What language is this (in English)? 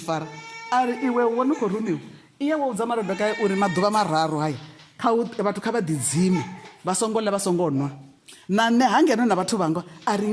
Venda